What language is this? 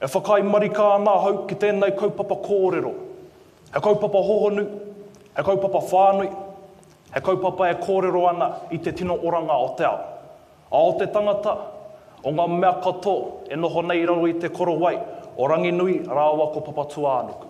Māori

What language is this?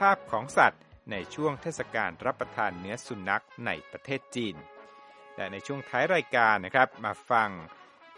Thai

